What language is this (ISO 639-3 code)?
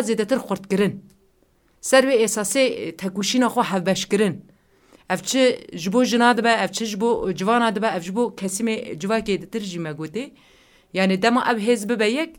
kur